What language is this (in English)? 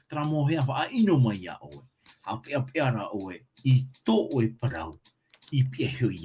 Tahitian